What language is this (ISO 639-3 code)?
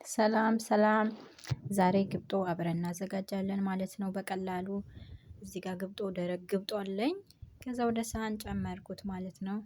amh